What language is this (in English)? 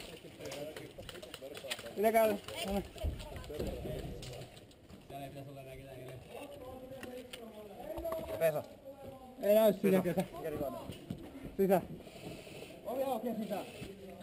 Finnish